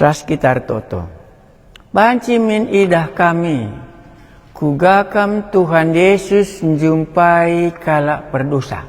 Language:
Batak Karo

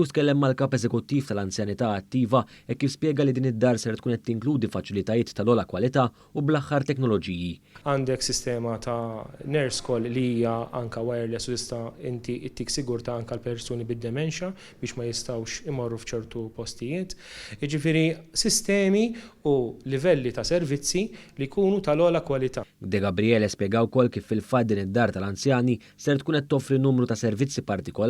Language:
Maltese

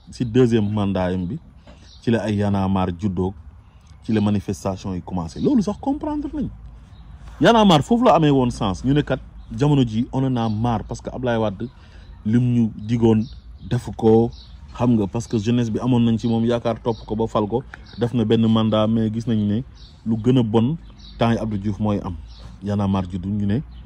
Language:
Wolof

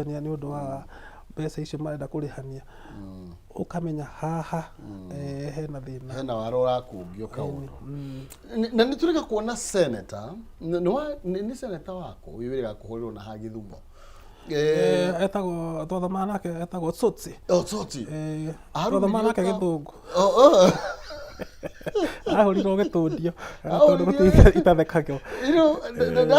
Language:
Kikuyu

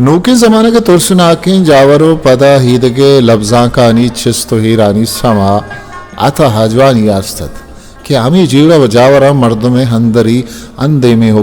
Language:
Eastern Balochi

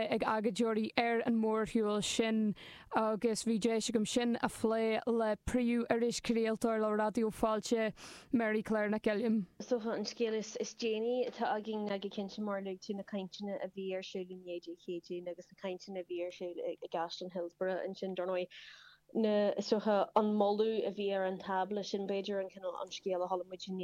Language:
Irish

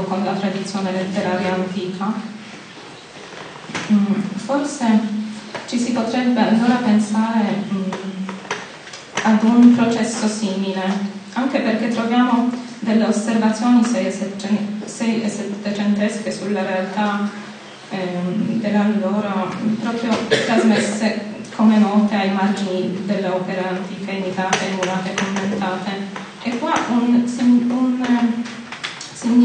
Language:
Italian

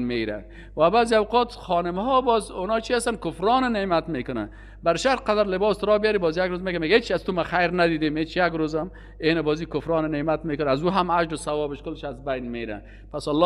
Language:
Persian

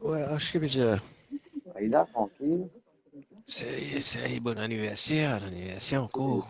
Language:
Morisyen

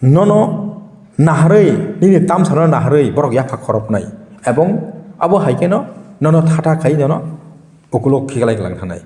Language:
Kok Borok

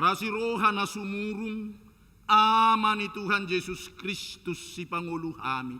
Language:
Batak Toba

